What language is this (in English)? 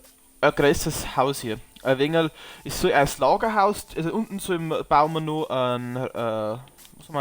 Bavarian